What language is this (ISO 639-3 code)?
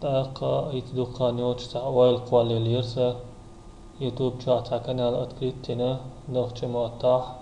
che